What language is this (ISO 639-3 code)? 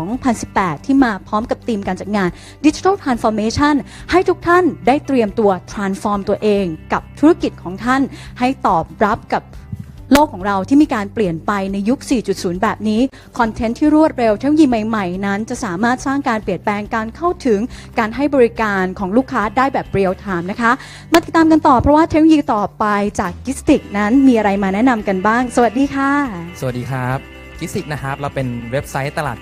tha